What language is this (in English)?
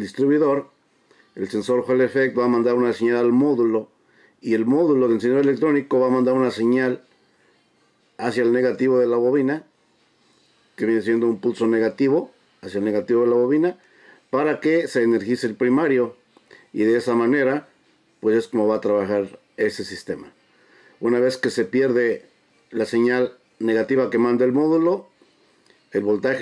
Spanish